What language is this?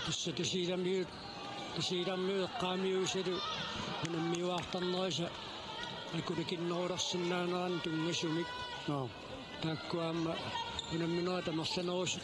Kalaallisut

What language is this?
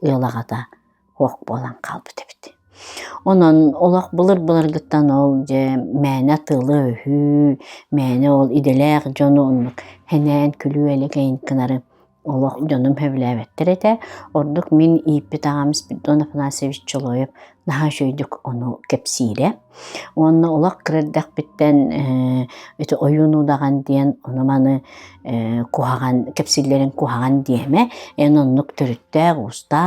Yakut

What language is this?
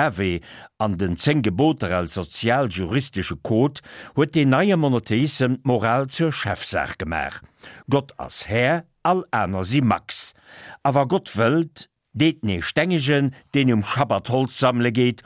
Luxembourgish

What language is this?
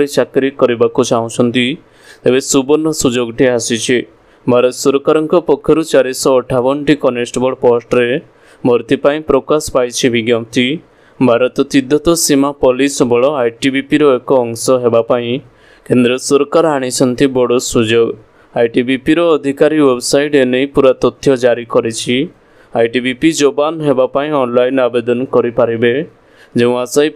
Odia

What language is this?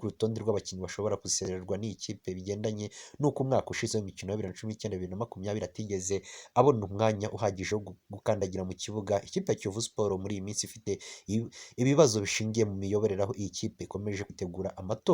Kinyarwanda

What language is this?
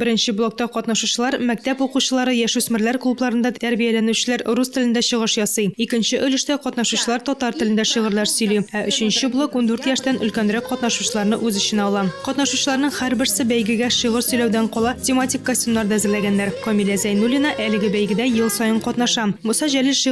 Tatar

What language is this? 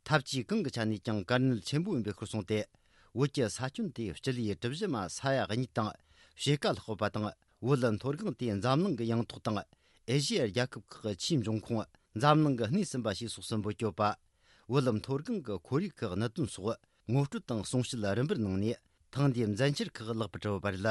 Tibetan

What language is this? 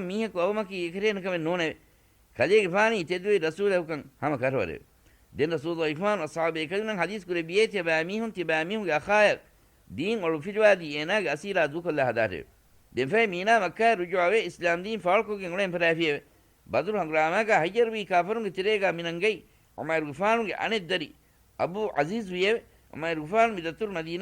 Divehi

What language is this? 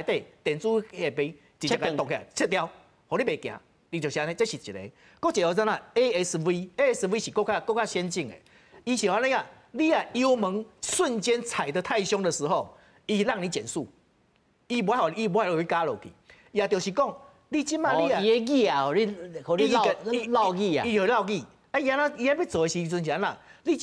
Min Nan Chinese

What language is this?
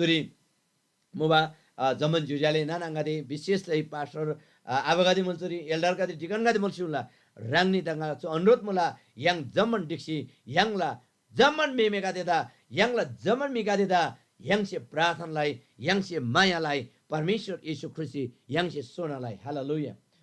Eastern Tamang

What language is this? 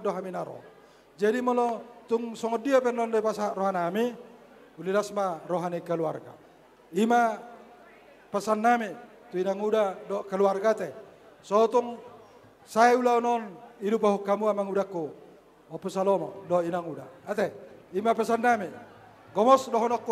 Batak Toba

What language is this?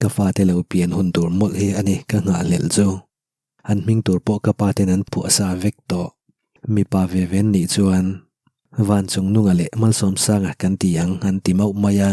Mizo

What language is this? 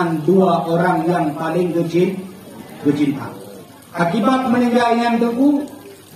Achinese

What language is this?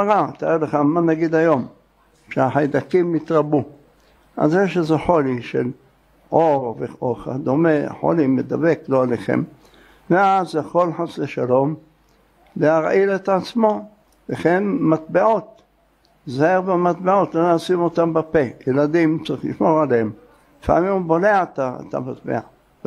Hebrew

